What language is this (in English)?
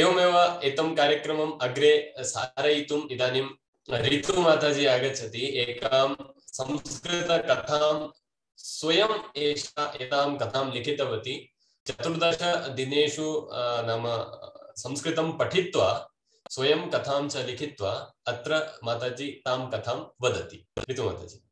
Sanskrit